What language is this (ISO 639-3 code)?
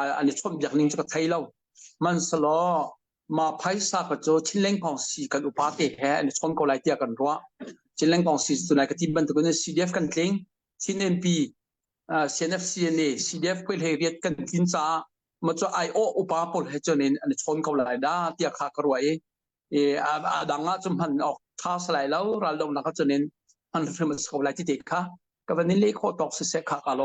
cnh